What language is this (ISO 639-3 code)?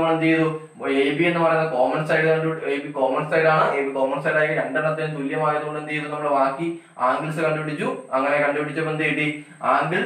mal